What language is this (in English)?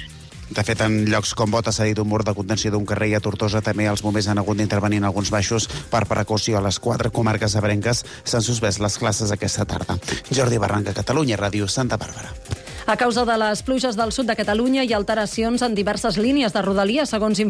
Catalan